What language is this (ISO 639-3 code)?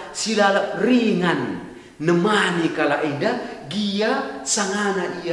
btx